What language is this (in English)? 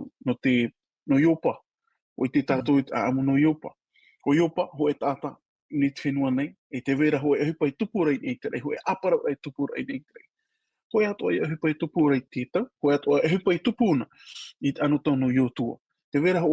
Tahitian